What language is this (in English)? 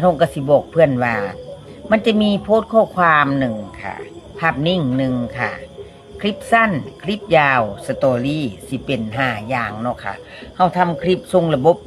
Northeastern Thai